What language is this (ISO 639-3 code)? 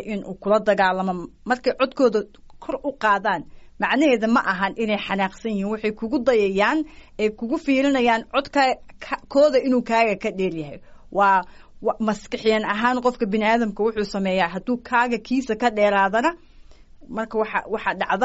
som